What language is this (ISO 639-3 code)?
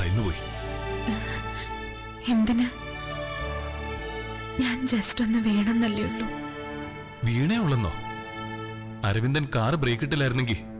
mal